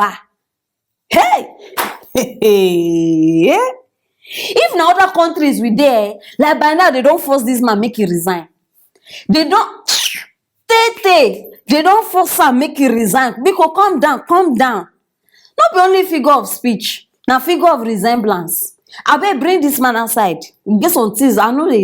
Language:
Nigerian Pidgin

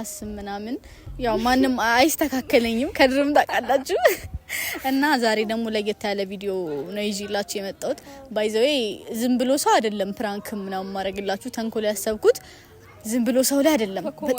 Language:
Amharic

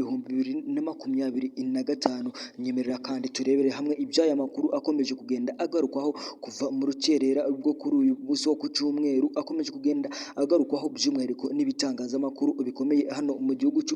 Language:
Kinyarwanda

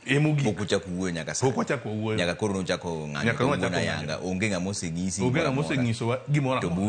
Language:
Luo (Kenya and Tanzania)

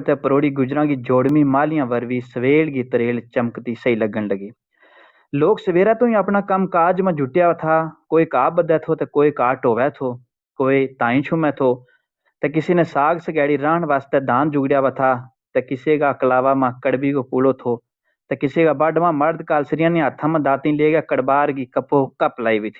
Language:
Gujari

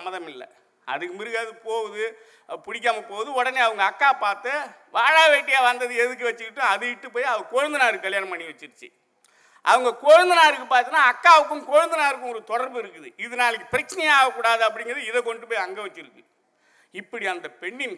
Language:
Tamil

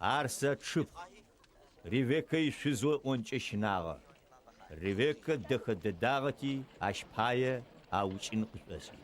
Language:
Adyghe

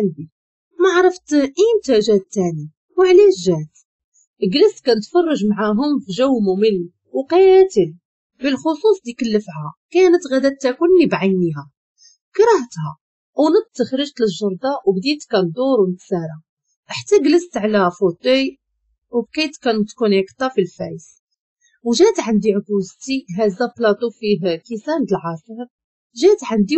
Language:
Moroccan Arabic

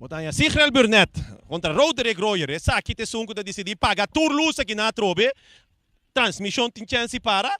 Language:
Papiamento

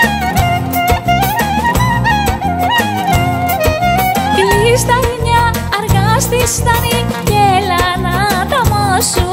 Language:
Greek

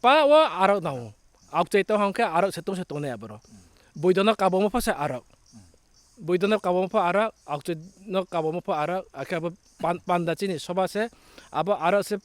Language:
Riang (India)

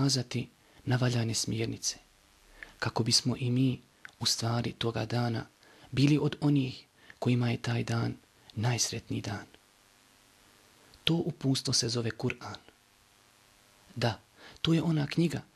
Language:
Bosnian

